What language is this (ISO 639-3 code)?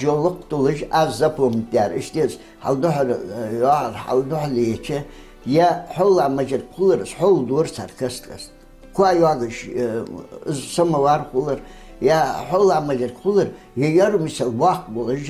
inh